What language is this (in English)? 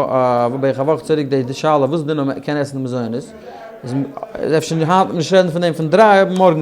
Yiddish